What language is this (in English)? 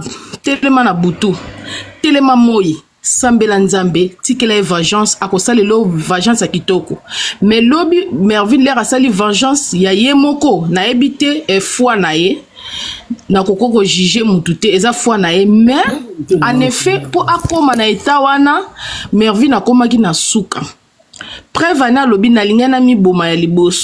Lingala